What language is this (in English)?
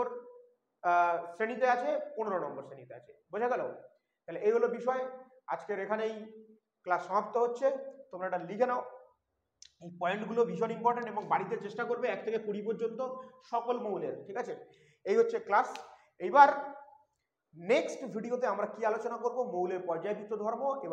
Bangla